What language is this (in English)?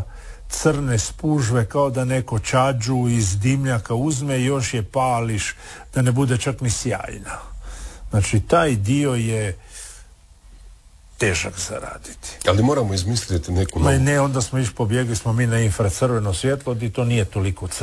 Croatian